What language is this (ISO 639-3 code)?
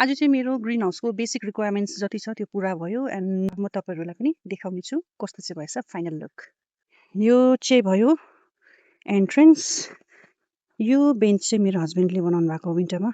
nep